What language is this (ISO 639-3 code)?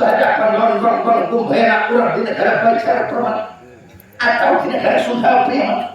bjn